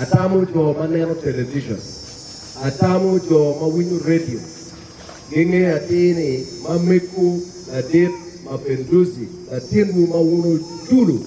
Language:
Acoli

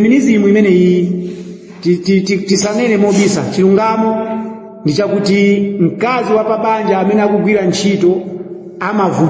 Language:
Nyanja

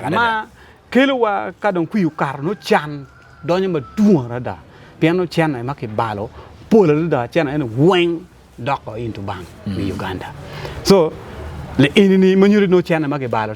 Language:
Acoli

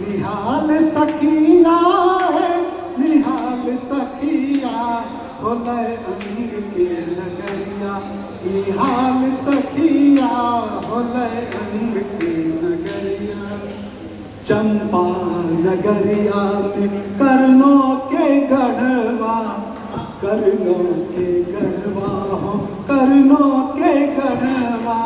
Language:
Angika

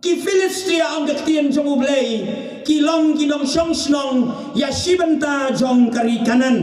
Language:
Khasi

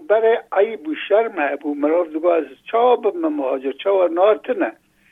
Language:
Kurdish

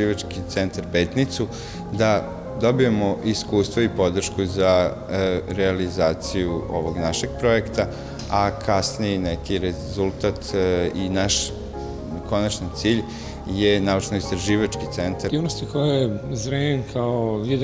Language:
Serbian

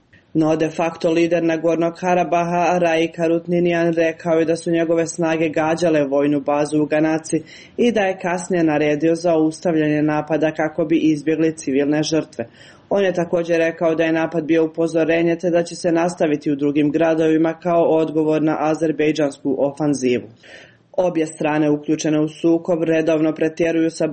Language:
Serbian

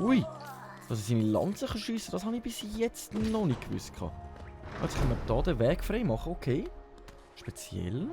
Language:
Swiss German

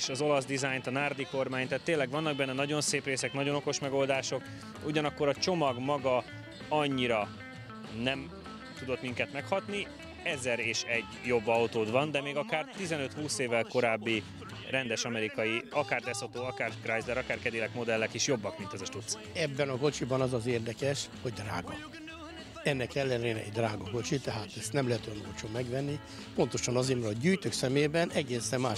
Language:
Hungarian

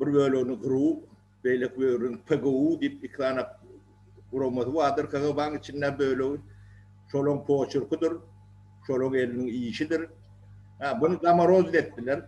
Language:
Turkmen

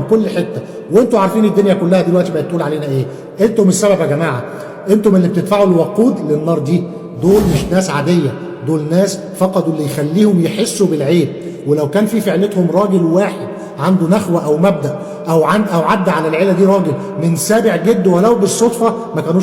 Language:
Egyptian Arabic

